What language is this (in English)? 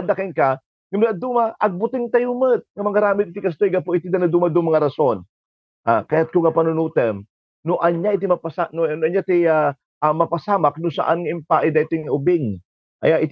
Iloko